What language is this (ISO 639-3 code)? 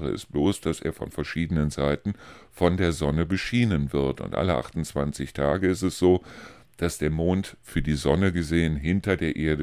deu